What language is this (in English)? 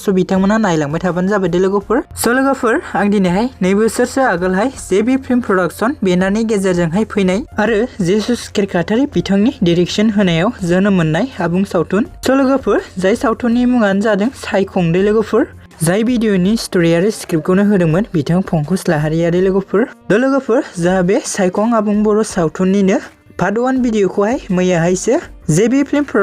Bodo